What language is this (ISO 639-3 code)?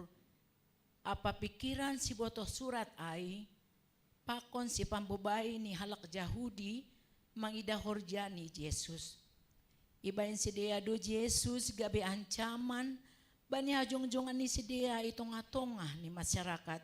bts